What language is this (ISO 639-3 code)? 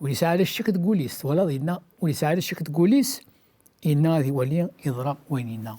kab